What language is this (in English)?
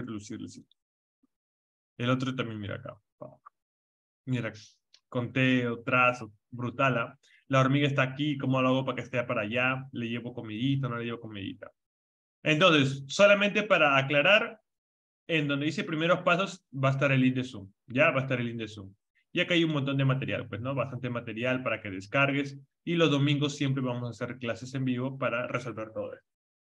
Spanish